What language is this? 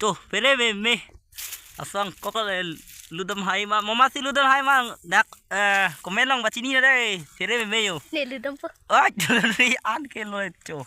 Karbi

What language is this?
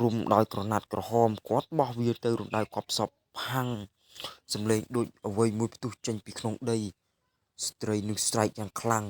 Khmer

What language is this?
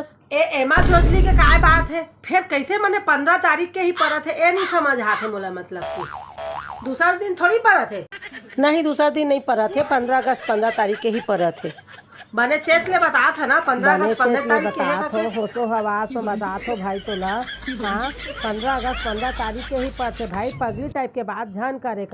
Chhattisgarhi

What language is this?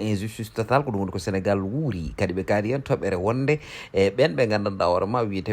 Fula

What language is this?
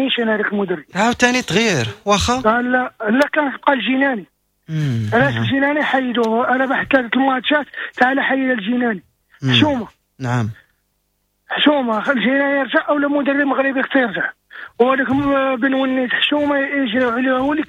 Moroccan Arabic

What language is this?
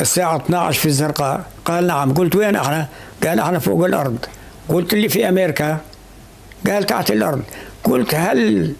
North Levantine Arabic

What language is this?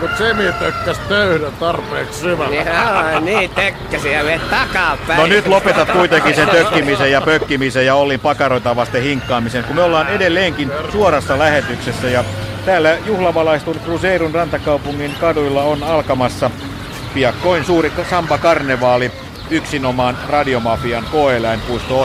Finnish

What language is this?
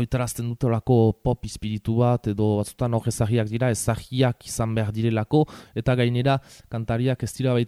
Basque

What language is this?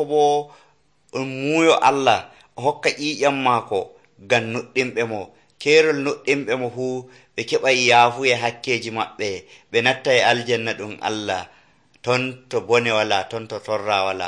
Nigerian Fulfulde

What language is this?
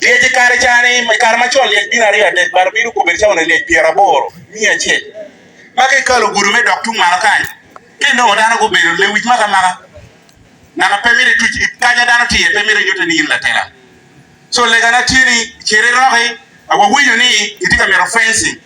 Acoli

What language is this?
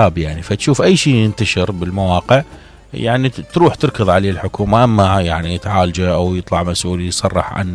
Mesopotamian Arabic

